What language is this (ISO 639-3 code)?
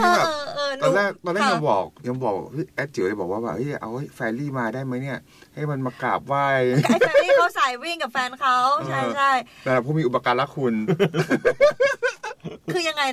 tha